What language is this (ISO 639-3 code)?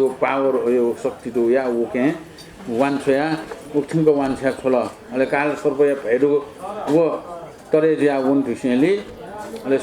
new